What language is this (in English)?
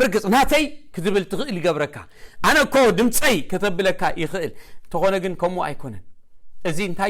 Tigrinya